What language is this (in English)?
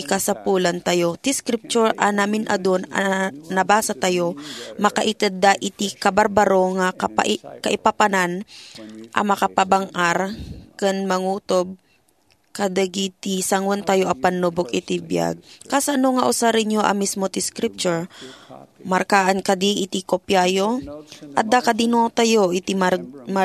Iloko